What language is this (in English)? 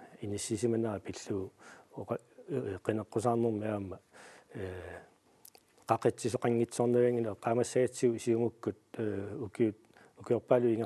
Kalaallisut